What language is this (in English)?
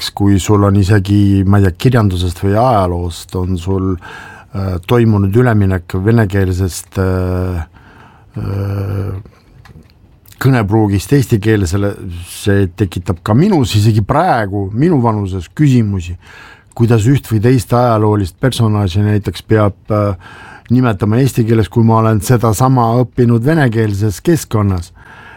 Estonian